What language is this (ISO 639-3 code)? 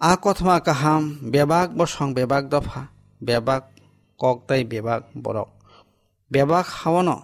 trp